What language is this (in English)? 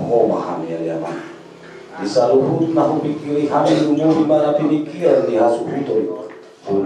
Batak Toba